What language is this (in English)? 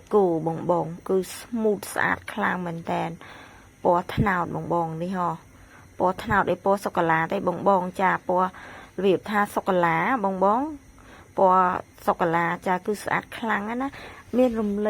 Khmer